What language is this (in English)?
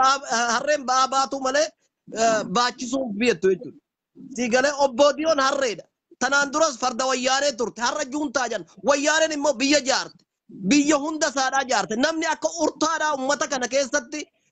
Oromo